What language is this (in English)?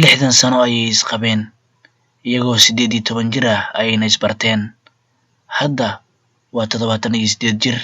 Somali